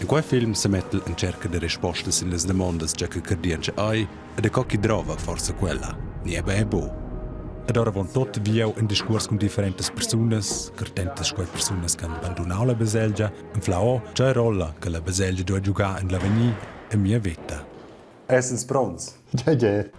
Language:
Romansh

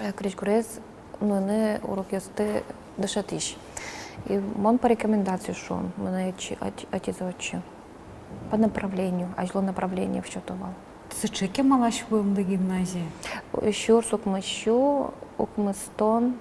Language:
Udmurt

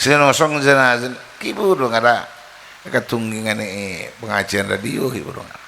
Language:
Madurese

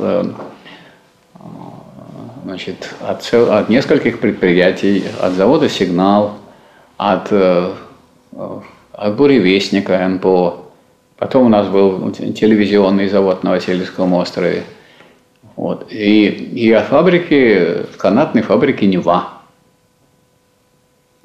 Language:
Russian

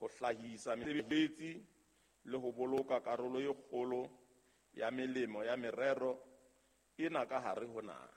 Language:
Southern Sotho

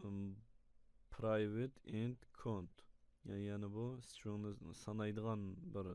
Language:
Uyghur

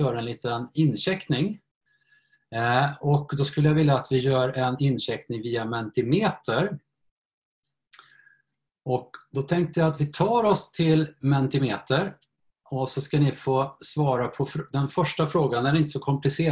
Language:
Swedish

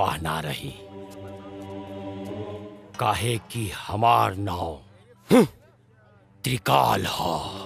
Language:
Bhojpuri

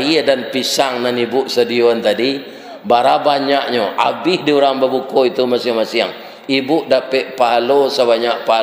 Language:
Minangkabau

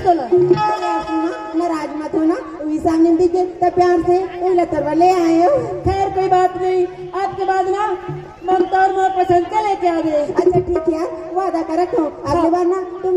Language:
Chhattisgarhi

